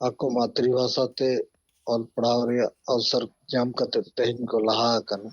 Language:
Santali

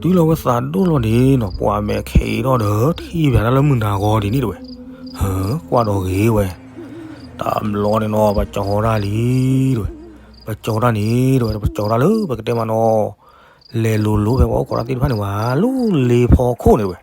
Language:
S'gaw Karen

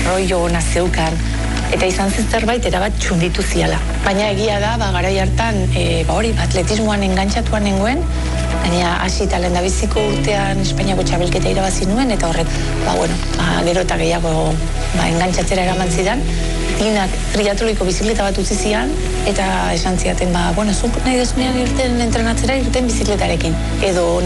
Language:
Basque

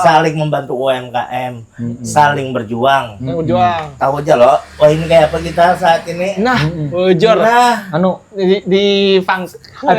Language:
Banjar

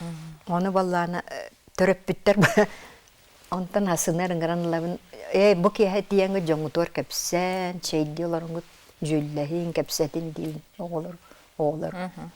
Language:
Yakut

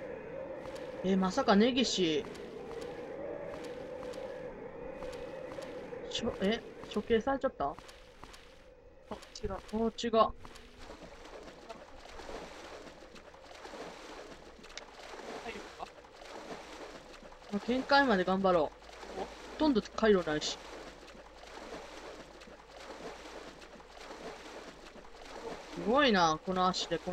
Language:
Japanese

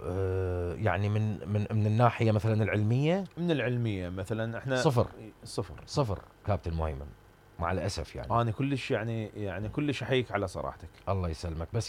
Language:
Mesopotamian Arabic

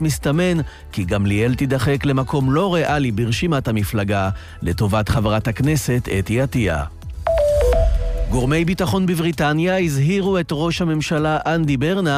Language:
Hebrew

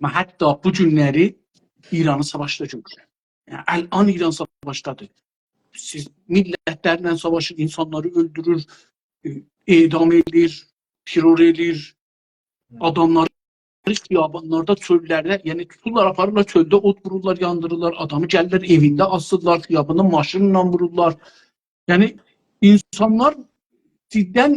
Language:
South Azerbaijani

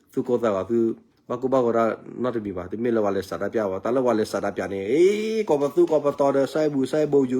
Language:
S'gaw Karen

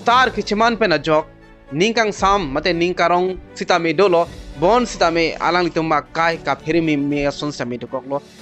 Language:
Karbi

